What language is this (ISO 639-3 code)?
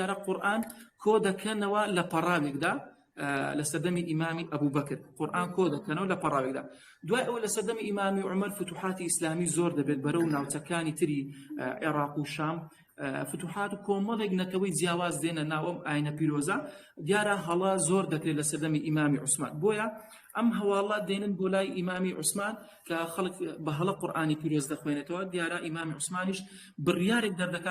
ckb